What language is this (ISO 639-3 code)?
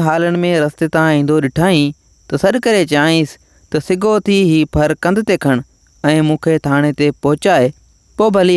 snd